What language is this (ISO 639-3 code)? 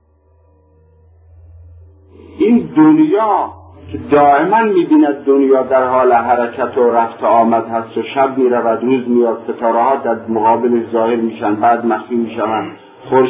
fas